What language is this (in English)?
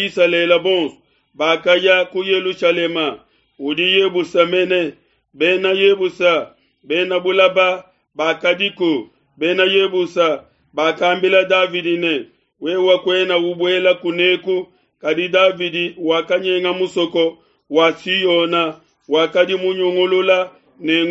Luba-Lulua